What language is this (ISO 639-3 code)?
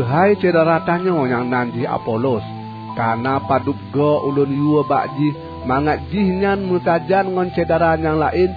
ace